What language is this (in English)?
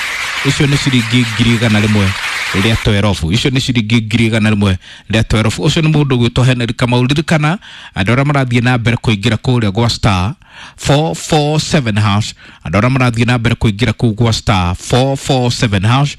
Kikuyu